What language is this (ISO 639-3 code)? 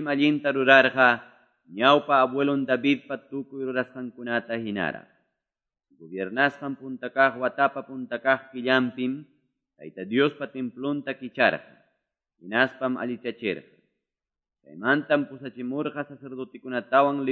que